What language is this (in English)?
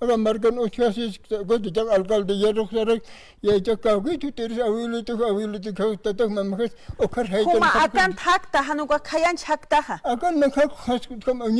Aymara